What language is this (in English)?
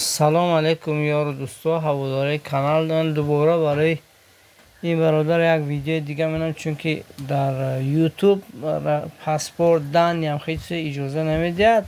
Tajik